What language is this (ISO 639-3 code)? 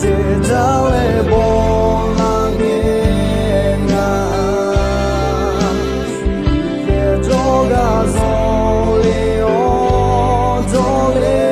ahk